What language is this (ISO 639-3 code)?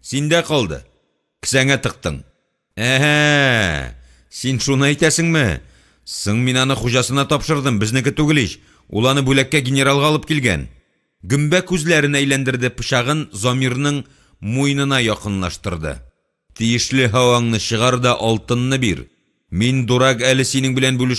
tat